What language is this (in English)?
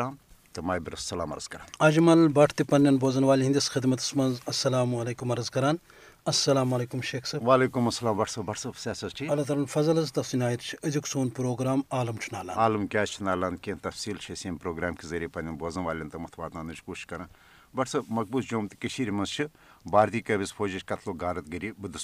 Kashmiri